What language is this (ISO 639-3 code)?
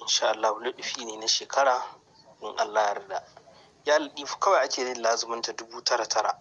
hau